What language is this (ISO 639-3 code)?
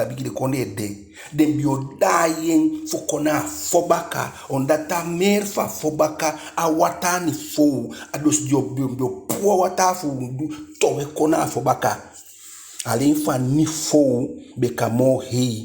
djk